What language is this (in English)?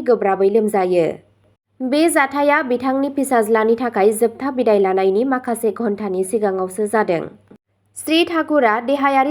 Bodo